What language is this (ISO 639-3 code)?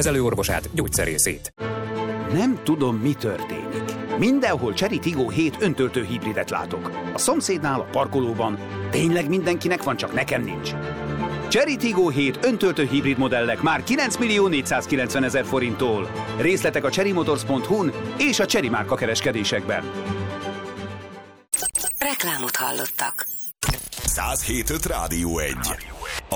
hun